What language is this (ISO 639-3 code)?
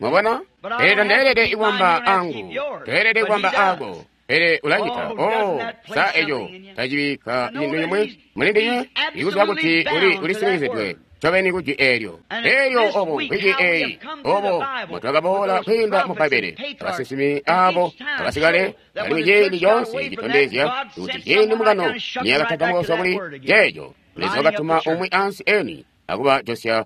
toi